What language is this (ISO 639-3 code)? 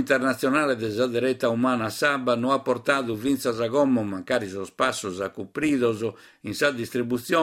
srd